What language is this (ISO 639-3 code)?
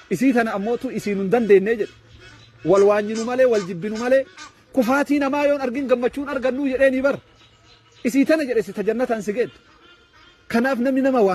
orm